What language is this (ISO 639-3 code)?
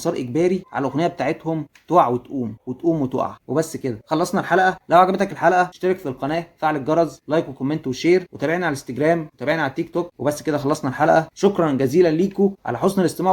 arz